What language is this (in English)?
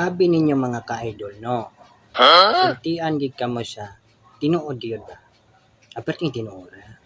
Cebuano